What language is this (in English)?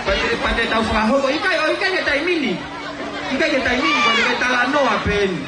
Tongan